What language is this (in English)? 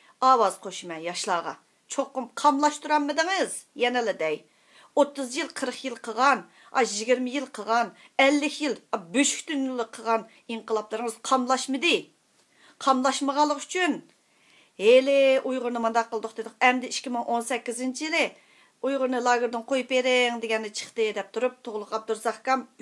Uyghur